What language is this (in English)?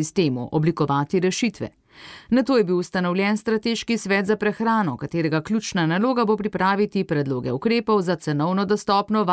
Slovenian